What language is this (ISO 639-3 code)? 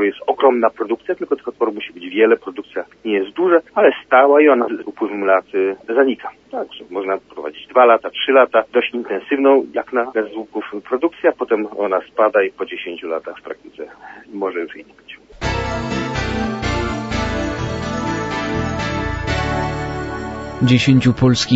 pol